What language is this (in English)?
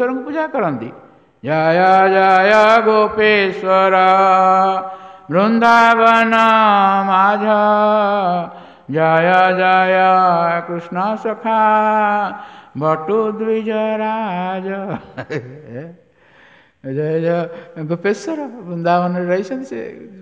Odia